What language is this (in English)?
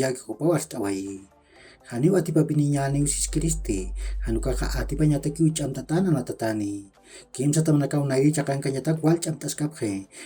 Aymara